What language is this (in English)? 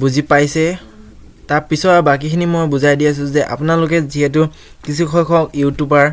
Assamese